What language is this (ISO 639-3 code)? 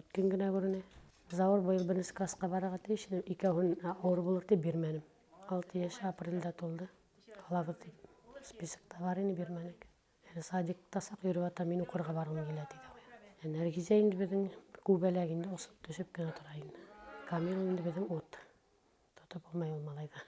bak